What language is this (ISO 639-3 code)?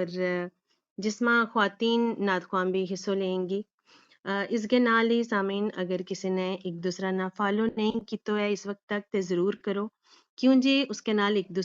gju